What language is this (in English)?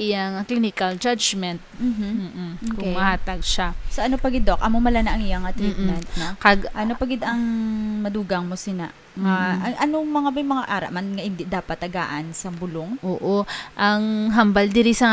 Hiligaynon